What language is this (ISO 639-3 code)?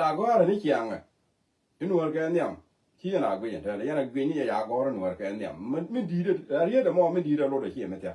nus